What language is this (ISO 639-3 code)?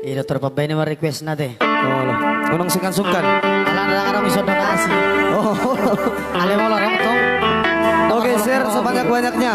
bbc